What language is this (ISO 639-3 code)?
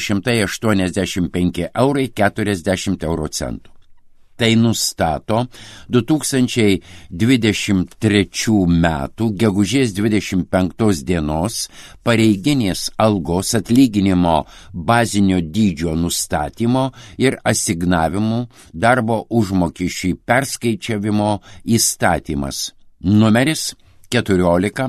lit